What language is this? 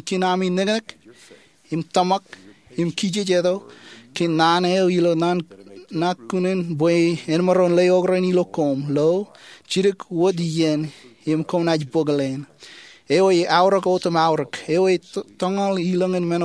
Marshallese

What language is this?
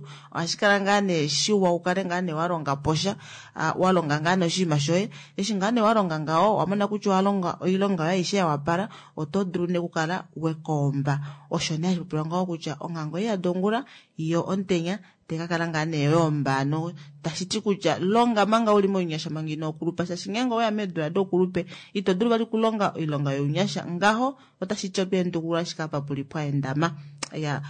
Kuanyama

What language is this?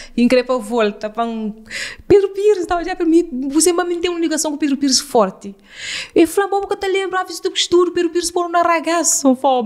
Kabuverdianu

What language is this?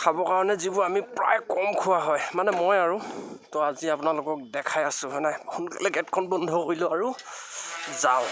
Assamese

